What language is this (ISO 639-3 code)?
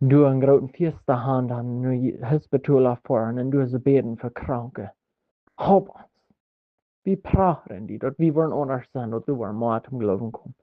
pdt